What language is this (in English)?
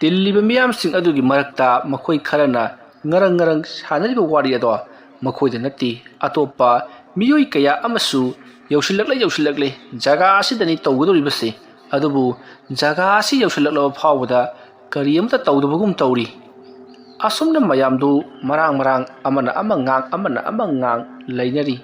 Manipuri